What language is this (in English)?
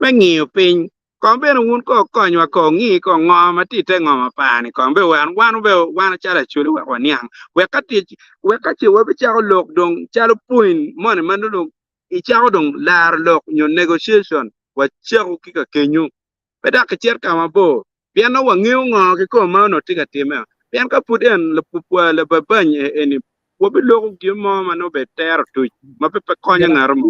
Acoli